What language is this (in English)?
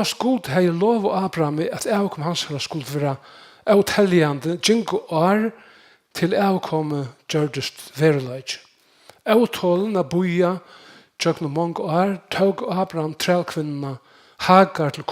Faroese